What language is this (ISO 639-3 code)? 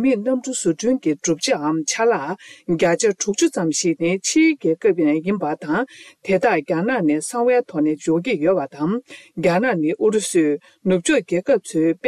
bod